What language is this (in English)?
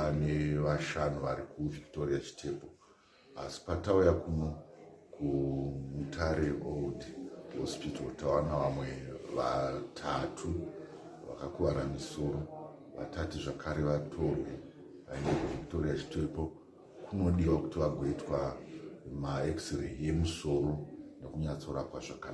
Shona